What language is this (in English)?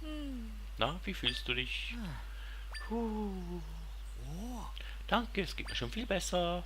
Swiss German